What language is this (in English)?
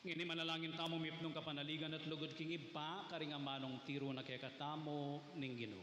Pampanga